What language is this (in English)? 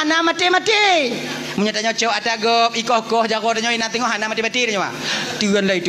Achinese